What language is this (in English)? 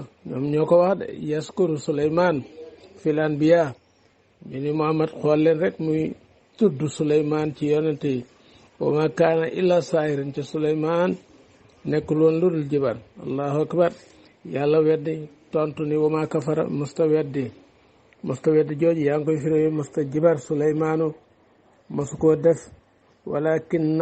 Wolof